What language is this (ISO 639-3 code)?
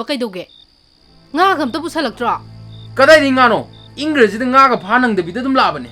mni